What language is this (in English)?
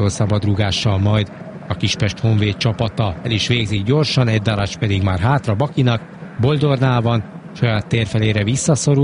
Hungarian